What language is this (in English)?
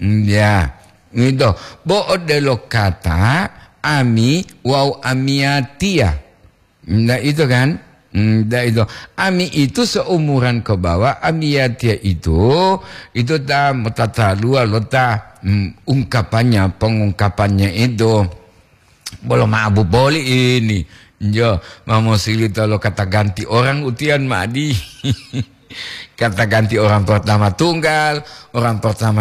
Gorontalo